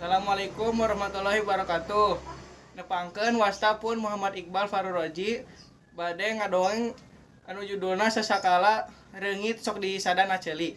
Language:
Sundanese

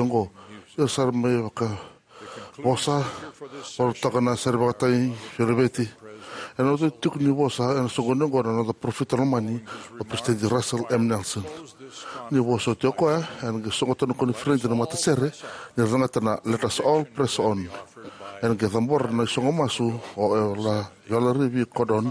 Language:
Fijian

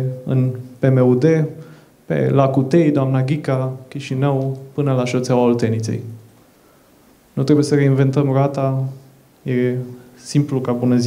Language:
Romanian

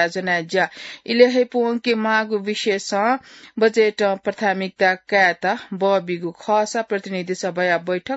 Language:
Newari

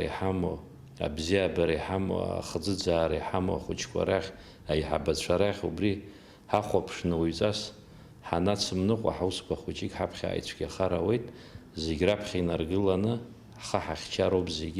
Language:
Abkhazian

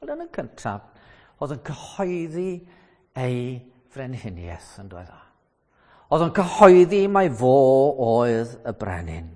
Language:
Welsh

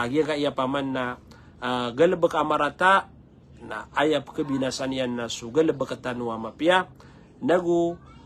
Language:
Maranao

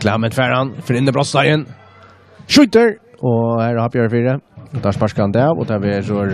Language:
Faroese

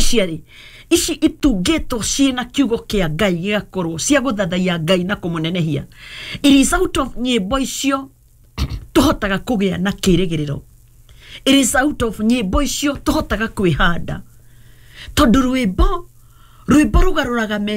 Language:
Kikuyu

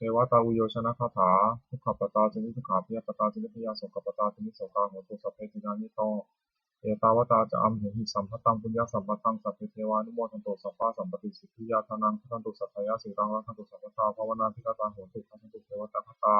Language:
Pali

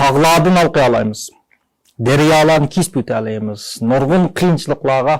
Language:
Uyghur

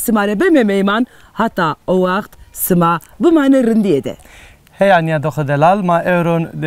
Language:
Zaza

